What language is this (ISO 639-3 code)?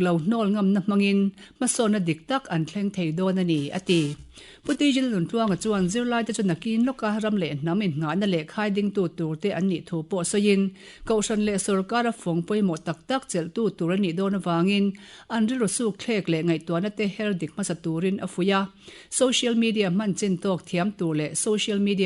lus